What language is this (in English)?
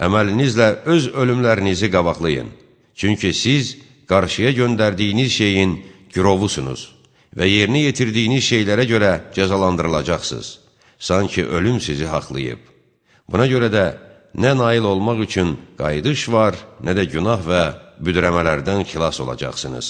Azerbaijani